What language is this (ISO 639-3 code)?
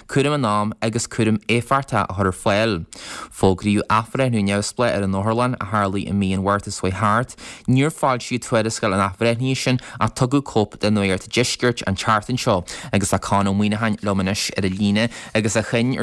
gle